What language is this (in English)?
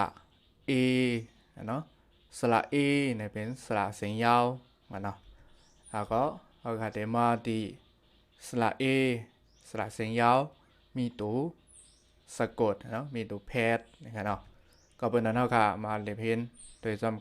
Shan